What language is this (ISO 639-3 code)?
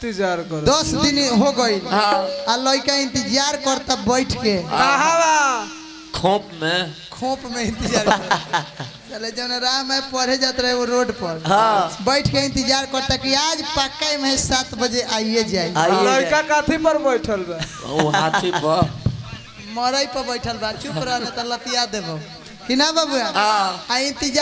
bho